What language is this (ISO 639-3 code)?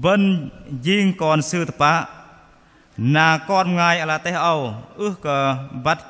bdq